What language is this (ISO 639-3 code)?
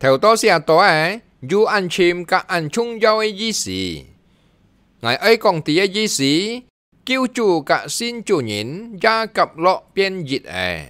hak